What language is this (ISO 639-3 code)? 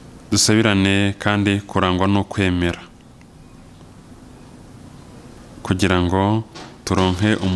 kin